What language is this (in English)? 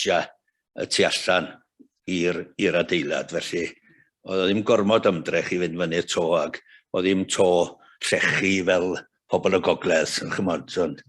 Welsh